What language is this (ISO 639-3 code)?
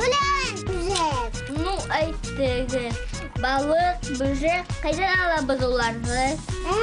bak